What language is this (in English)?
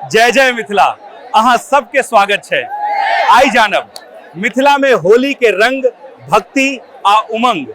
Maithili